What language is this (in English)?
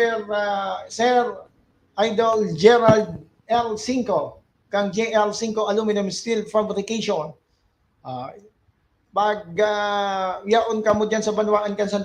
Bikol